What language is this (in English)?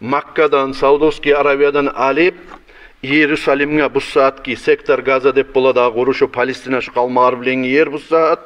Kumyk